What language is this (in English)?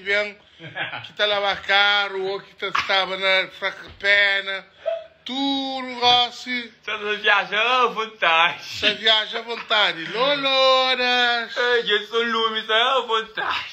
Kabuverdianu